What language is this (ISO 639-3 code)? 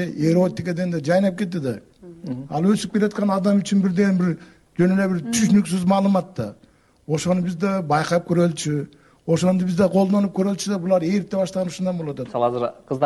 kir